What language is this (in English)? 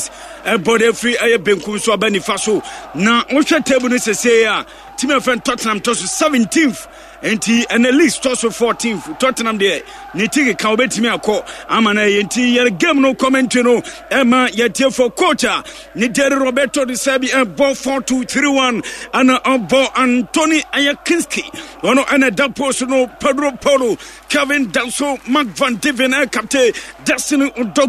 Akan